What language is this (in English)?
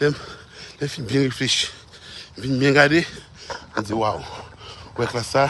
Haitian Creole